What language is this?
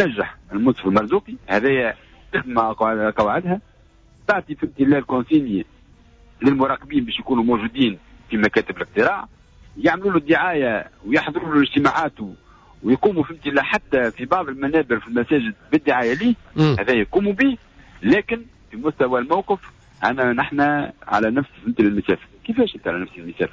Tunisian Arabic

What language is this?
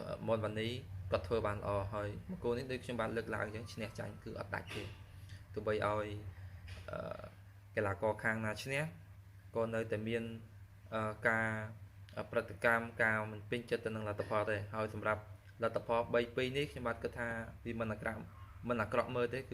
Khmer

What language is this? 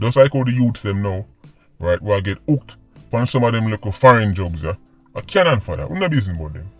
Jamaican Creole English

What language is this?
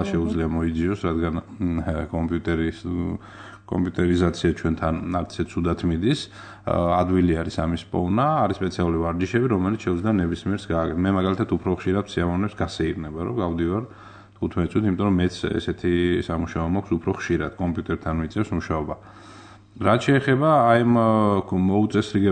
Georgian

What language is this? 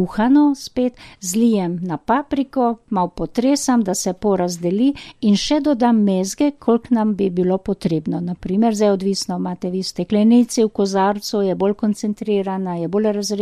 Slovenian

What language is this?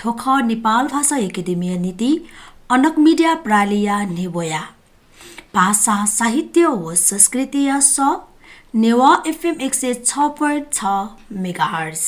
Newari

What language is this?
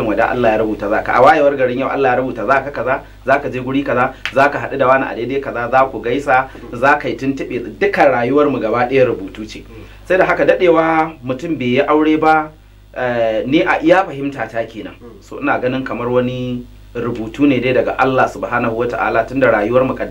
Hausa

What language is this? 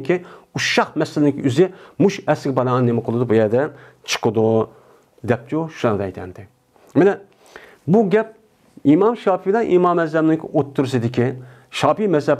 Uyghur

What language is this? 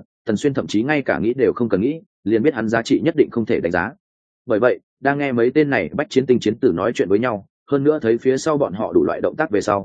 Vietnamese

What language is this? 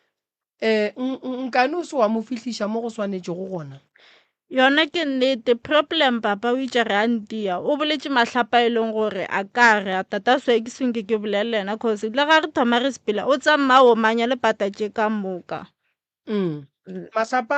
Northern Sotho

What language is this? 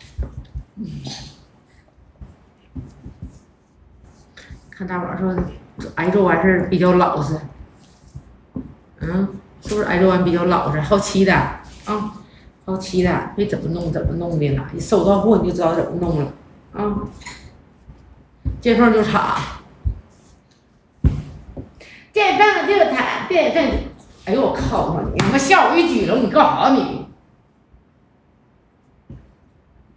Chinese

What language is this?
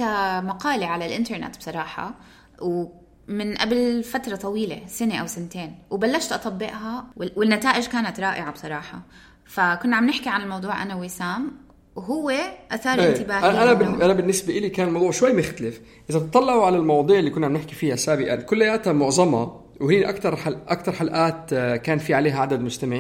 North Levantine Arabic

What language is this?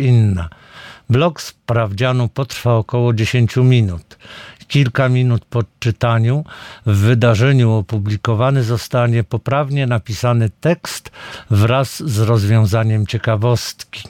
Polish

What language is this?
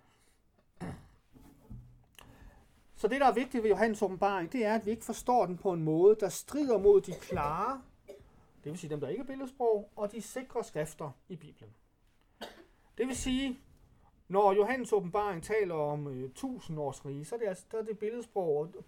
Danish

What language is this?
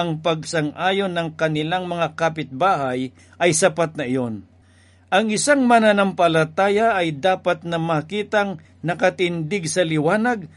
Filipino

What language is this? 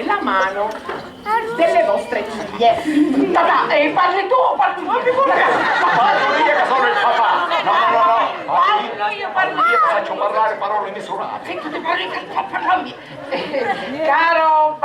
Sicilian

